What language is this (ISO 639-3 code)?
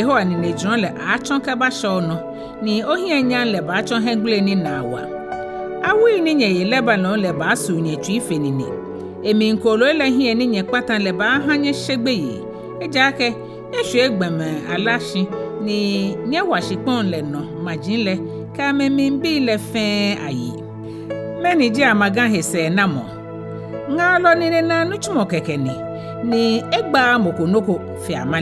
gaa